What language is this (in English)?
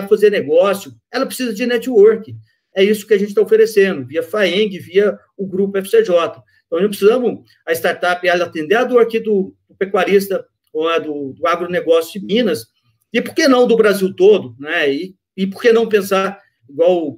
Portuguese